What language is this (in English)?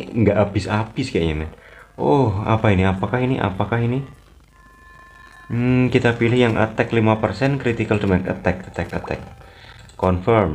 Indonesian